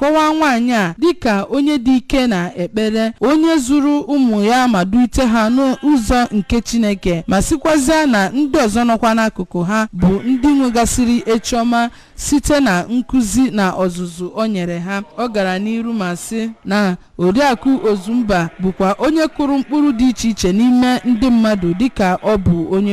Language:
Igbo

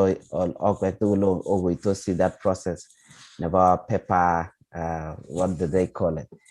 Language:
Kalenjin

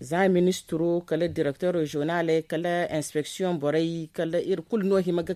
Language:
Zarma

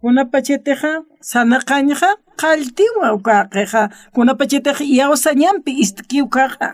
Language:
Aymara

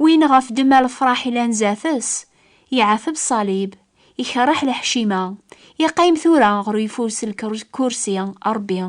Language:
Kabyle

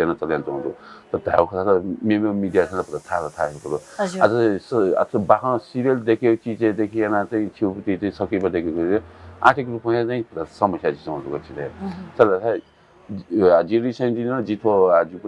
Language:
Newari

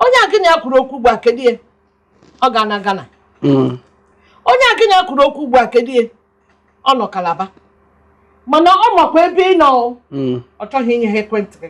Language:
Igbo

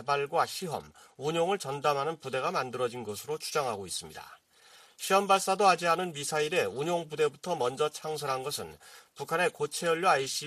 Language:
Korean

